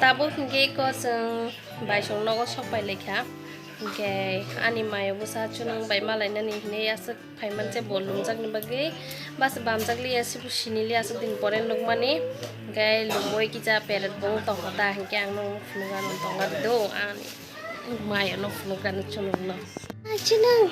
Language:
Kok Borok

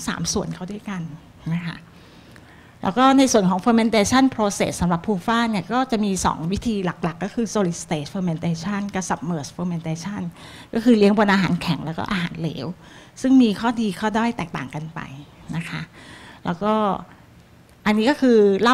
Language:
Thai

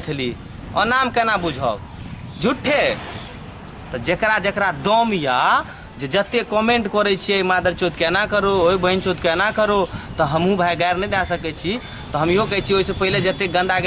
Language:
Maithili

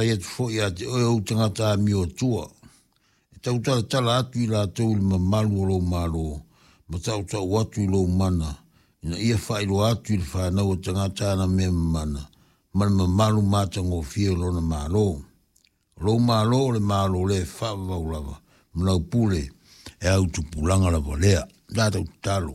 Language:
Samoan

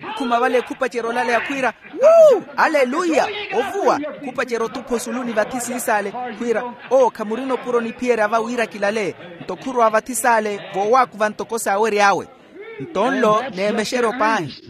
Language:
Makhuwa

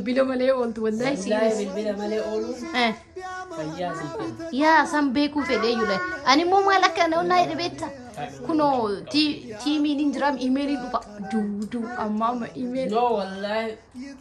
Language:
Oromo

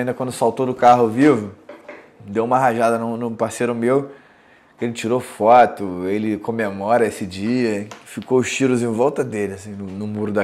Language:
Portuguese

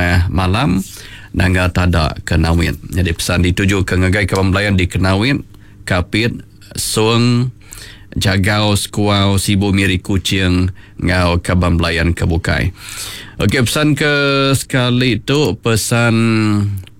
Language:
Iban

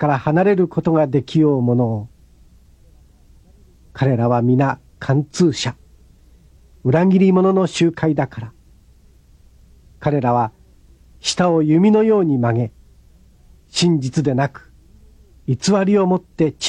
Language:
Japanese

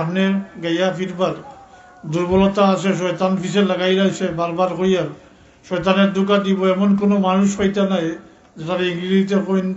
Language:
Sylheti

